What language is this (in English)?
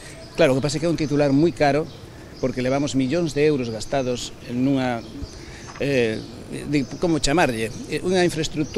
Galician